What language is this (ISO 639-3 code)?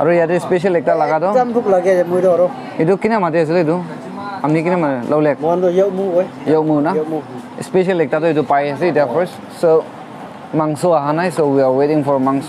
nag